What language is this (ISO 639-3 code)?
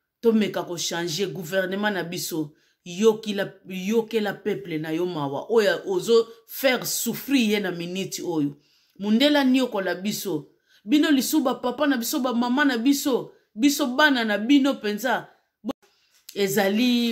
lin